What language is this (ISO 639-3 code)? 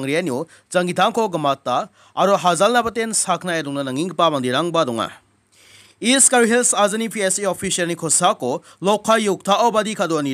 grt